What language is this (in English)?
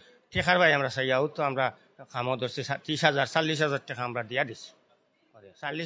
Sylheti